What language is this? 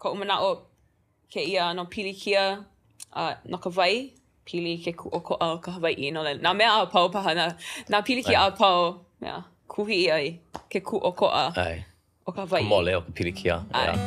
Hawaiian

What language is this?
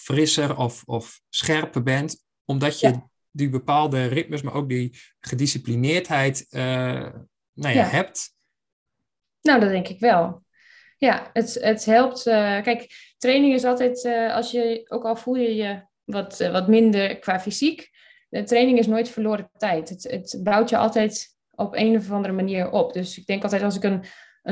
Dutch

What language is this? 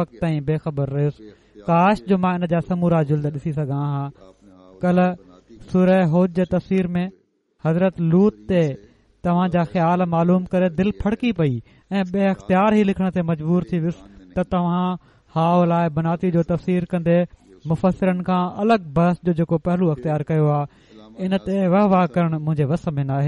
Sindhi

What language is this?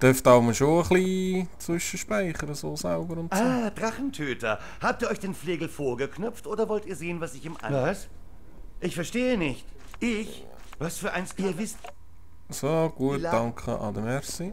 Swiss German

